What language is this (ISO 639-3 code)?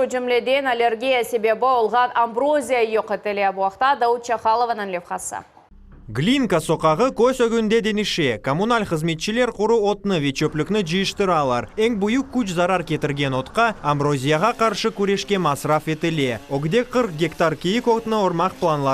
crh